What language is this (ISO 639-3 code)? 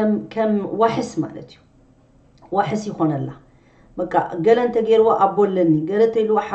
tir